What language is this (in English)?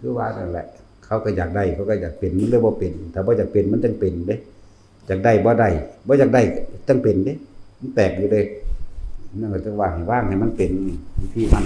Northeastern Thai